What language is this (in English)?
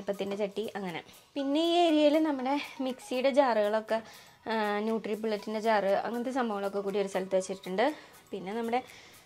Malayalam